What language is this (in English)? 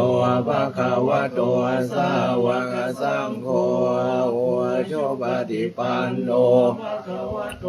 Pali